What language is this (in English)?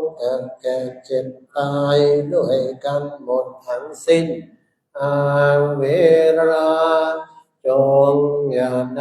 Pali